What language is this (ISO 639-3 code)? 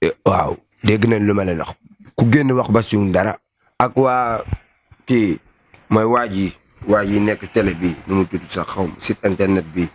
wol